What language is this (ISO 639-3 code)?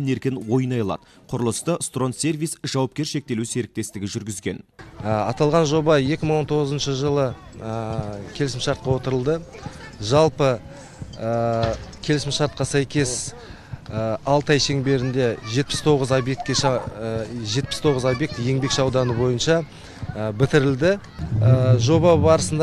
kaz